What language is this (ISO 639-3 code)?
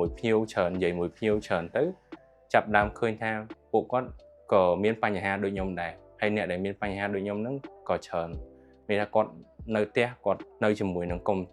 khm